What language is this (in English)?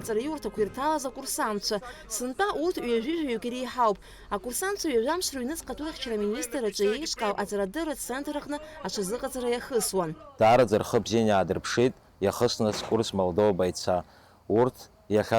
Abkhazian